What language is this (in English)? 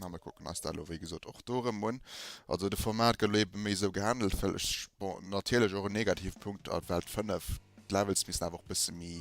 Luxembourgish